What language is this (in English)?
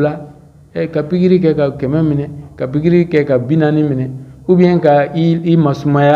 Bambara